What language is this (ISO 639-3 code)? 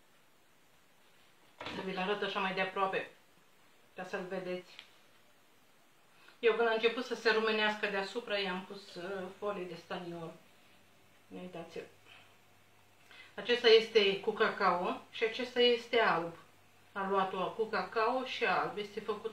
ron